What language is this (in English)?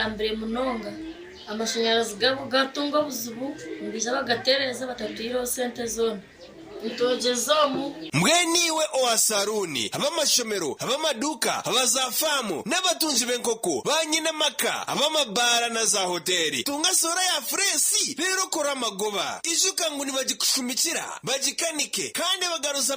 Nyankole